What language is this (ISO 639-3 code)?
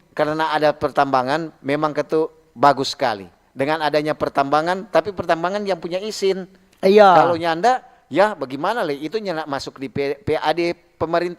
xmm